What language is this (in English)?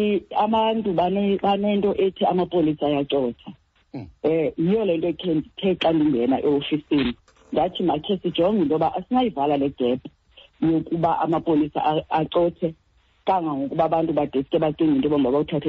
Xhosa